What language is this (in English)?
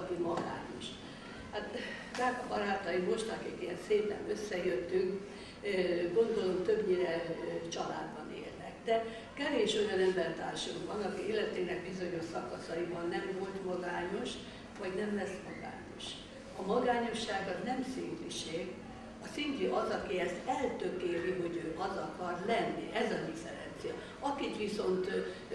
Hungarian